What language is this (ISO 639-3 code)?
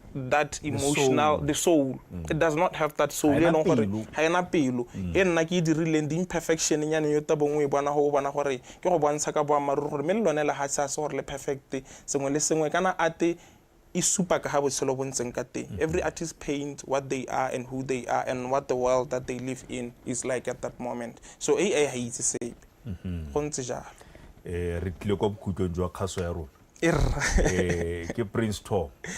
tsn